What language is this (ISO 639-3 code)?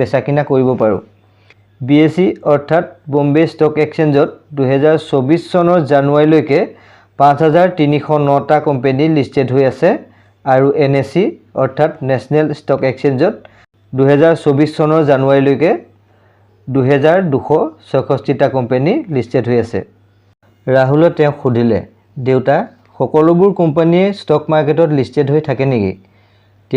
asm